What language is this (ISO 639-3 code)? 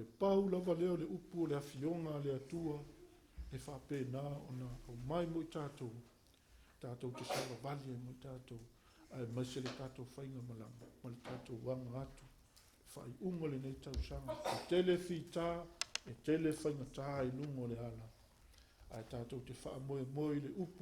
smo